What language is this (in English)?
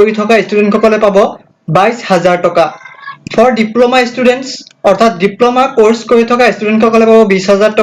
Assamese